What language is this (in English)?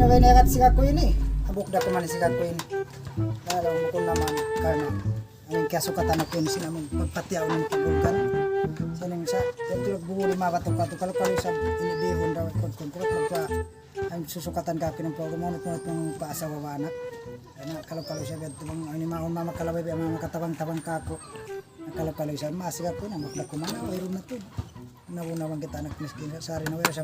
Tausug